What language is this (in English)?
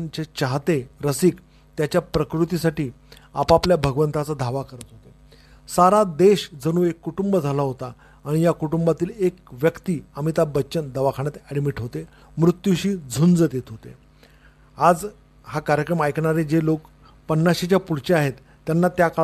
Marathi